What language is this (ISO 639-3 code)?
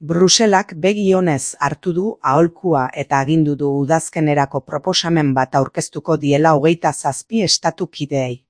eus